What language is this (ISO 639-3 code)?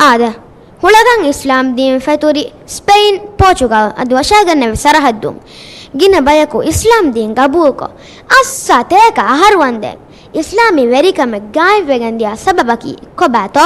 div